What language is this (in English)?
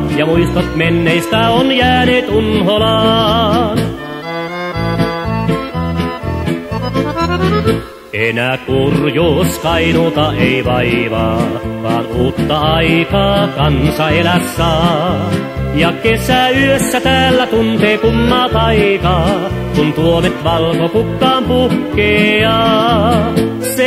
Finnish